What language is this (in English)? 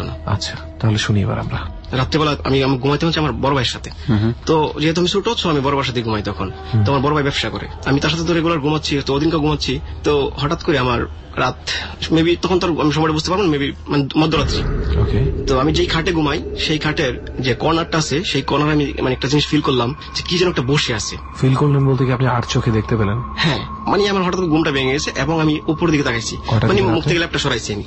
Bangla